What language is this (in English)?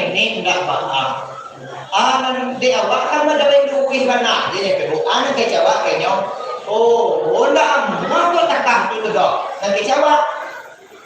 Minangkabau